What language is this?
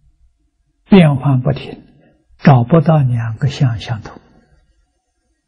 Chinese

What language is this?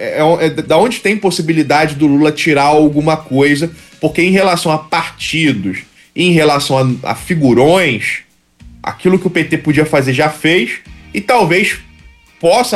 Portuguese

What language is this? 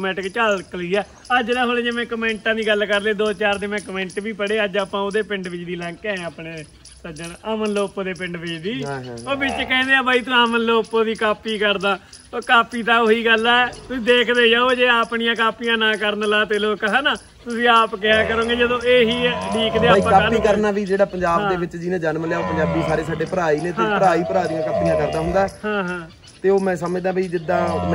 Punjabi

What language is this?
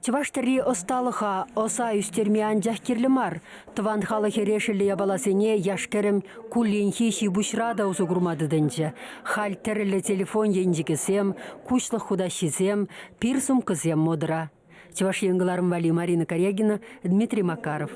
Chuvash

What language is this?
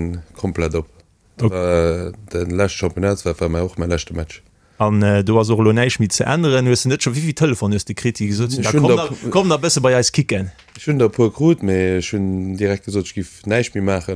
Luxembourgish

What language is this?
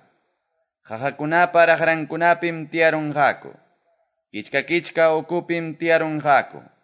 Quechua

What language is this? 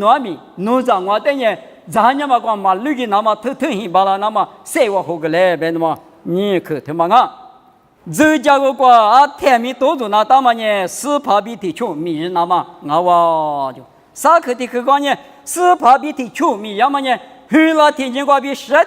Lisu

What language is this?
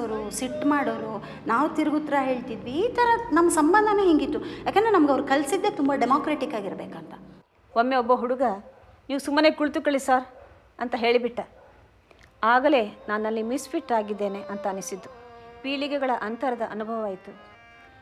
Kannada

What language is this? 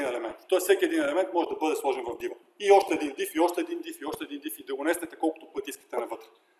Bulgarian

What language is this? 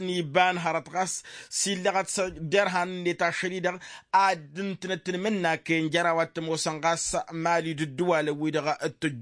Tamasheq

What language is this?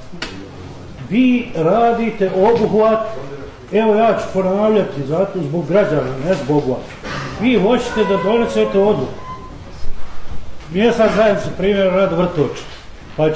Bosnian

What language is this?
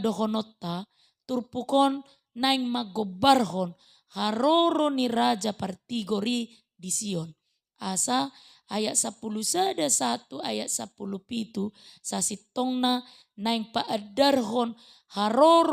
Batak Toba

